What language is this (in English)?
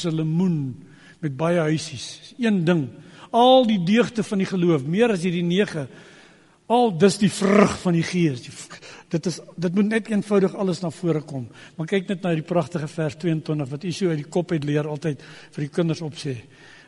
Afrikaans